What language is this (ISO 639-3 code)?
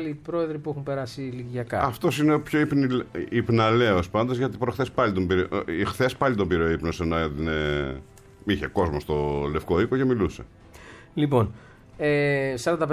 ell